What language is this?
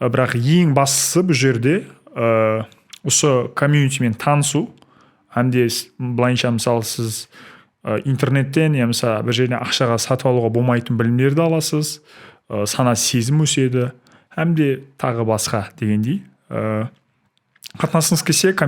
Kara-Kalpak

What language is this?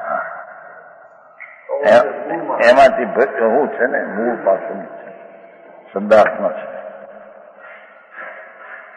Gujarati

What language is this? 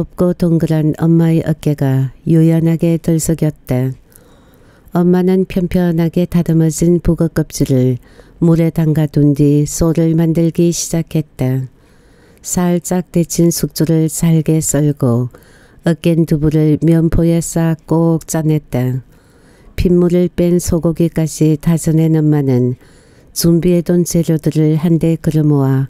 Korean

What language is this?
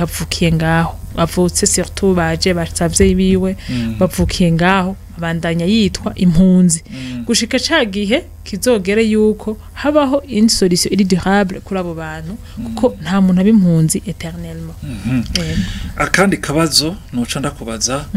Rundi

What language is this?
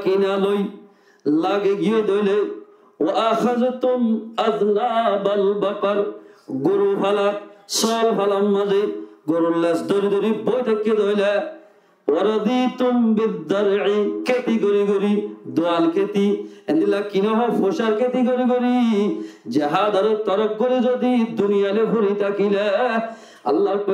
Rohingya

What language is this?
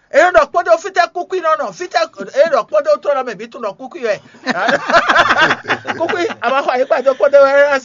Fon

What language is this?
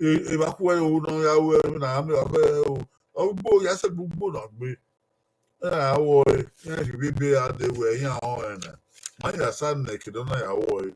Bini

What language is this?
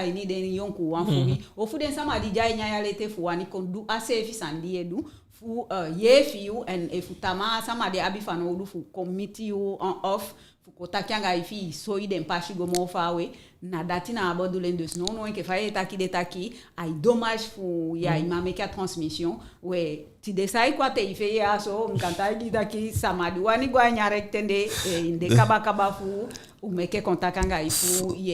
Eastern Maroon Creole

